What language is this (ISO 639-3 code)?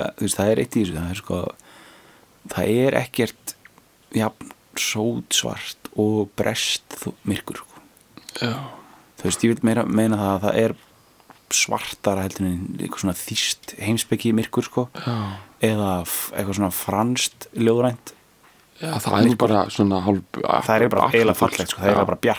isl